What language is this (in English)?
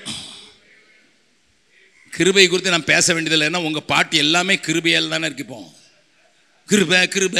Tamil